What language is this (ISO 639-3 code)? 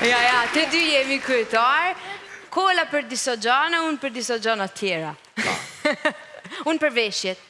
sqi